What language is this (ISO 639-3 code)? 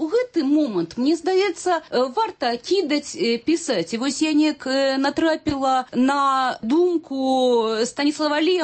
bel